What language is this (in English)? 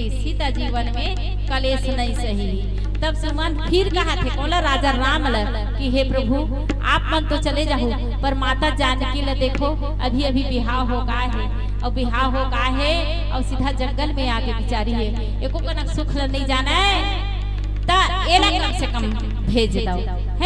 Chhattisgarhi